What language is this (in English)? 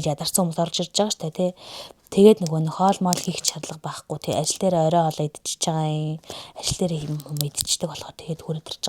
Mongolian